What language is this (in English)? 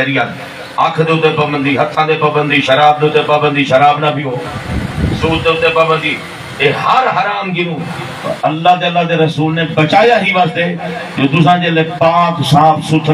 Saraiki